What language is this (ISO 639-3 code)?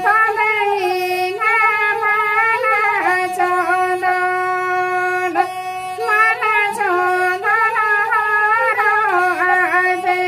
sat